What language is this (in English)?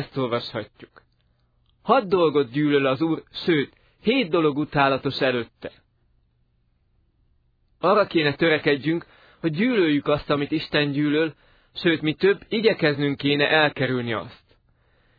Hungarian